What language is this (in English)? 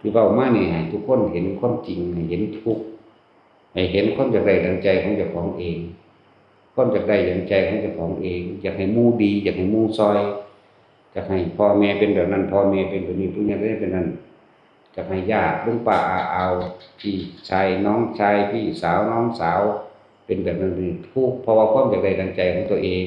Lao